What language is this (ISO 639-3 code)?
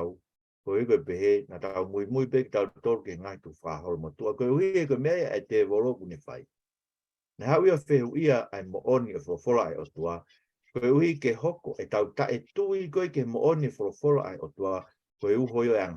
ton